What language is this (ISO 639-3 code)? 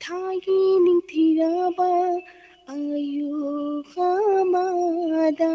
mni